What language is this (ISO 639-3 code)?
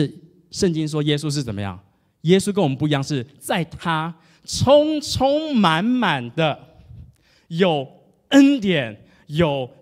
zho